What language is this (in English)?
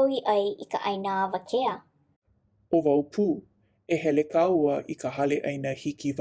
Hawaiian